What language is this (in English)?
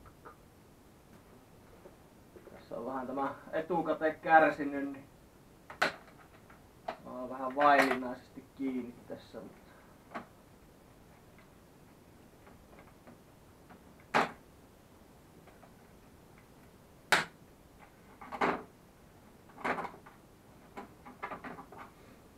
Finnish